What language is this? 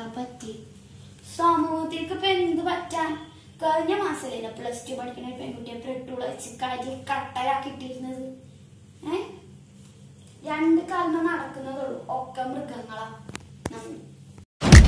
Malayalam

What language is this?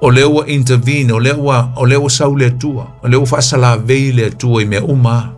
Samoan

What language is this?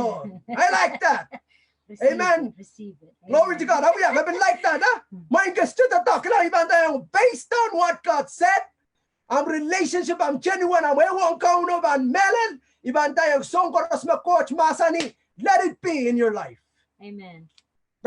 Pohnpeian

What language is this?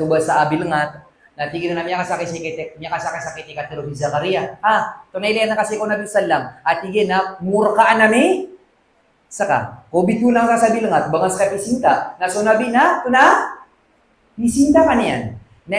Maranao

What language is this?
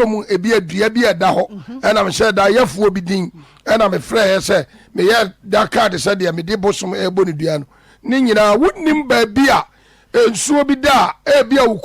Akan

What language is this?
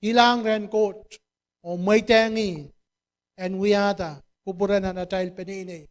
Pohnpeian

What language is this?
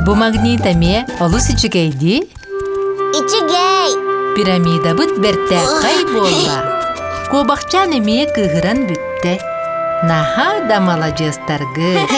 Yakut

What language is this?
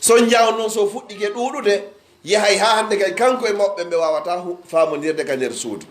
Pular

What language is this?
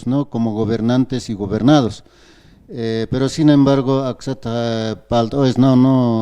Aymara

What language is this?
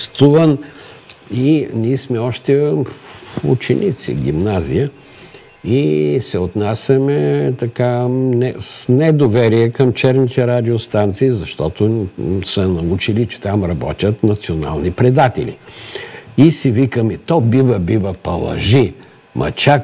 Bulgarian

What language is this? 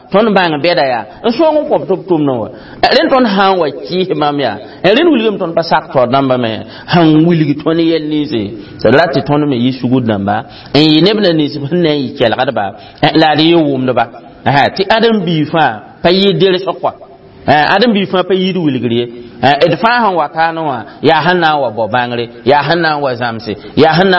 Mossi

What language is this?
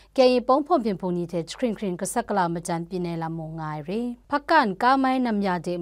Kachin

